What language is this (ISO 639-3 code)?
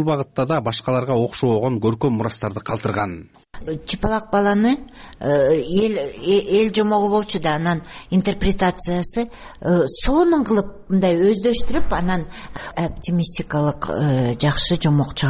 kir